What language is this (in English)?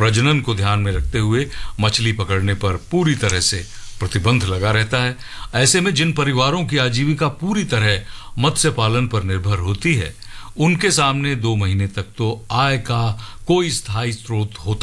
Hindi